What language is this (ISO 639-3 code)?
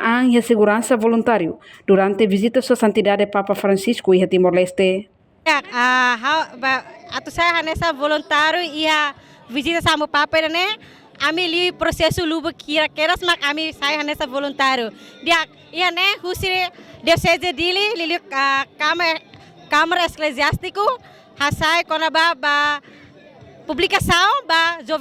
tet